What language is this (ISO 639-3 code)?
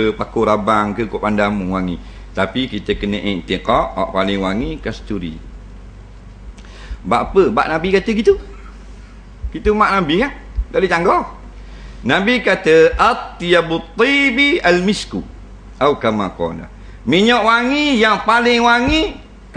msa